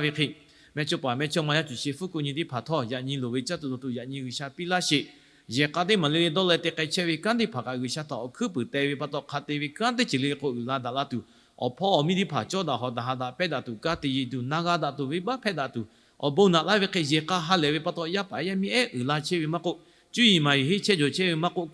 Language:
Lahu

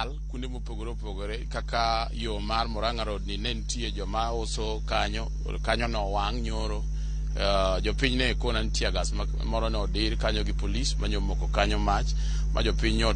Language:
Luo (Kenya and Tanzania)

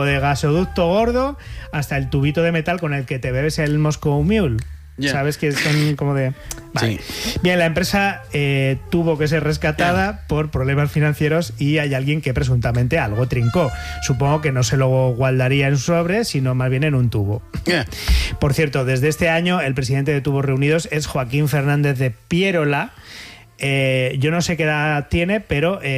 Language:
Spanish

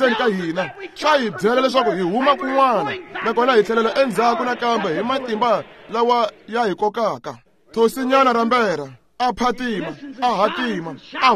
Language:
Tsonga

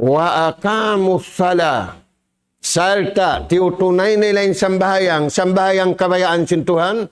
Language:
Tausug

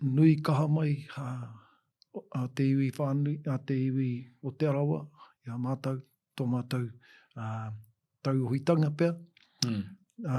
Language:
Māori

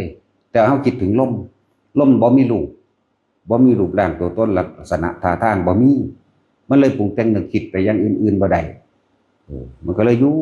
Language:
Northeastern Thai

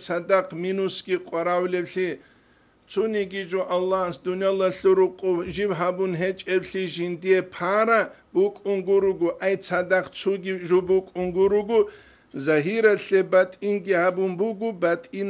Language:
Avaric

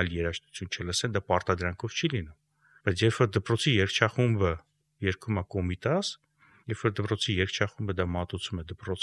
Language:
Armenian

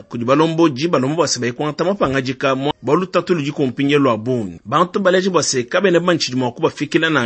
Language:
Luba-Lulua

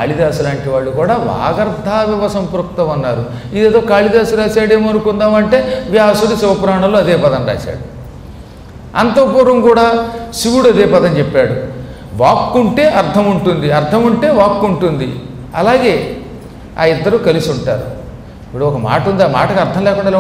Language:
Telugu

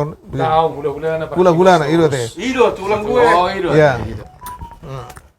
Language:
Batak Toba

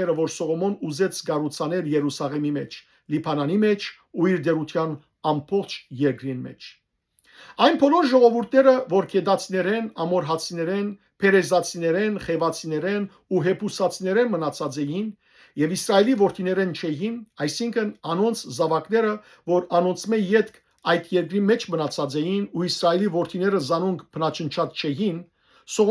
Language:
Western Armenian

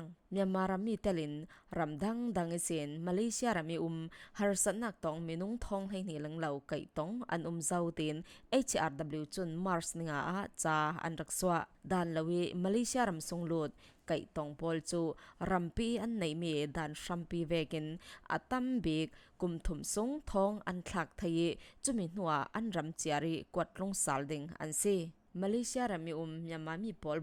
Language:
Falam Chin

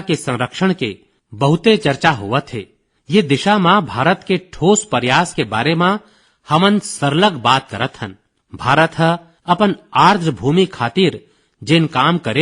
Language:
Chhattisgarhi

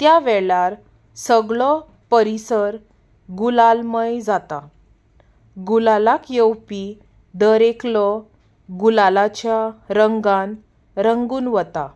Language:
Konkani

